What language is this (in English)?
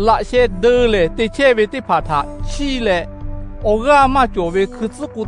Lahu